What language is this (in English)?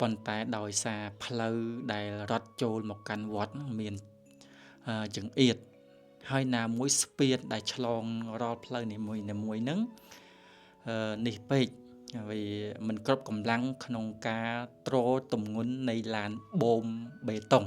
Khmer